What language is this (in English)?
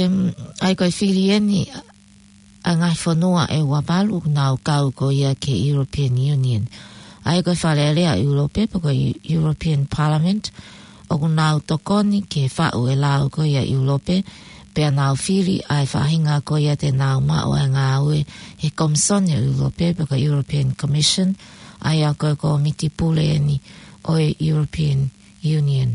Tongan